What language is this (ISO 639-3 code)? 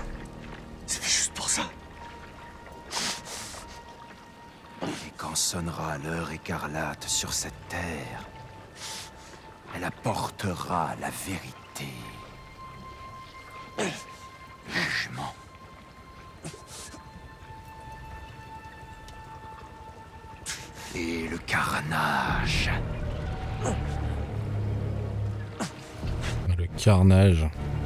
fra